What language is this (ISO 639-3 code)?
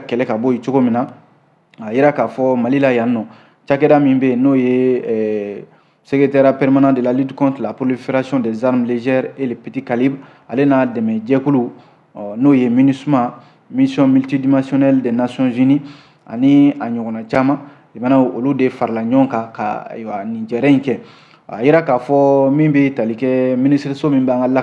bam